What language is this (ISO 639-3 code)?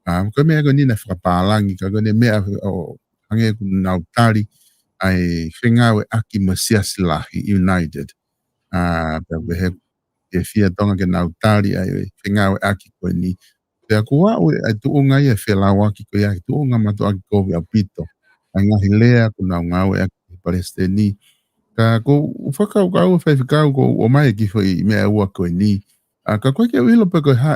ton